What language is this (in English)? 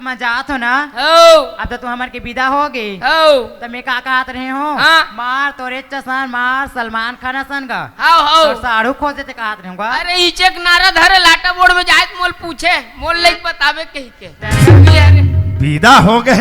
Chhattisgarhi